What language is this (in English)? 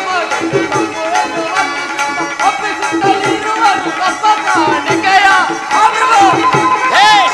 Kannada